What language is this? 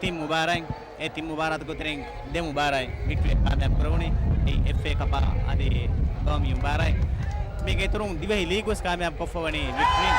Divehi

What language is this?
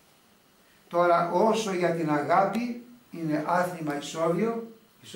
Greek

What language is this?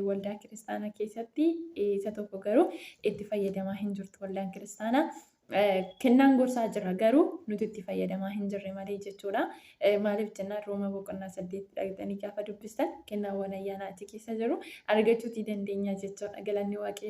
Oromo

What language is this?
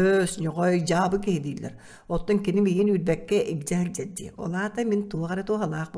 Yakut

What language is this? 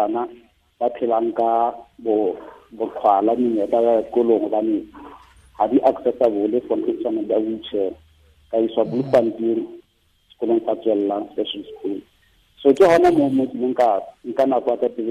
Southern Sotho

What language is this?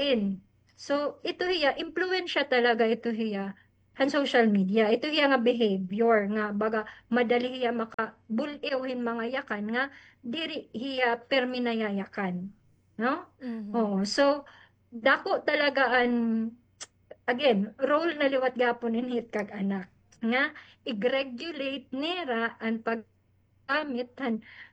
Waray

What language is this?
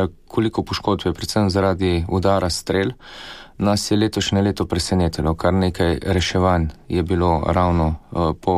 Slovenian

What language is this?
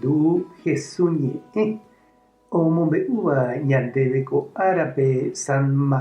Guarani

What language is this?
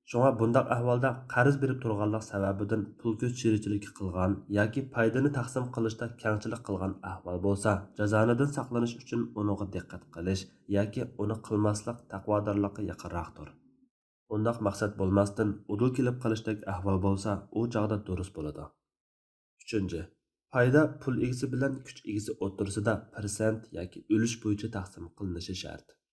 Uyghur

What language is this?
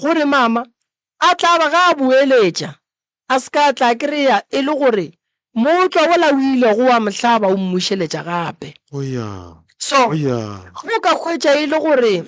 Northern Sotho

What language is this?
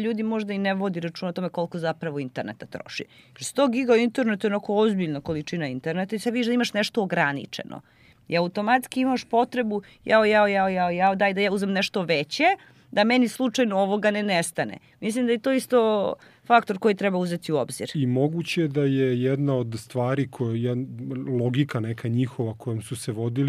Serbian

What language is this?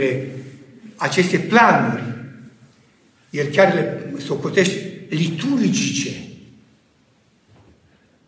Romanian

